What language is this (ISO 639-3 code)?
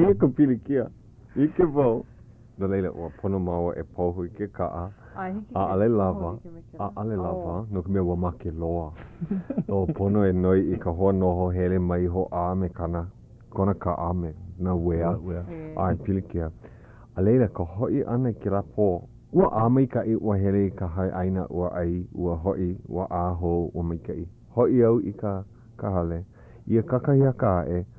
haw